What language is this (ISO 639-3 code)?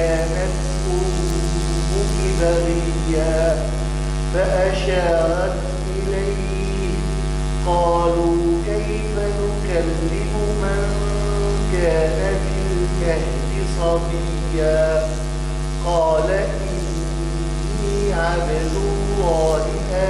ara